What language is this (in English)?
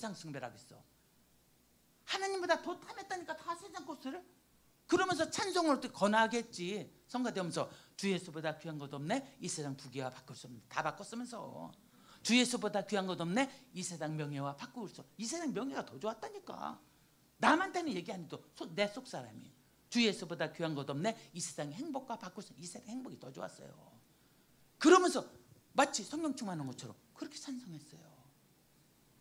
Korean